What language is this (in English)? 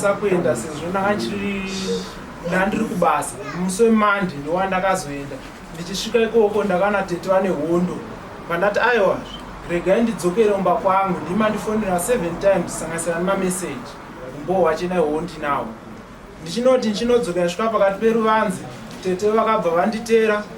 Shona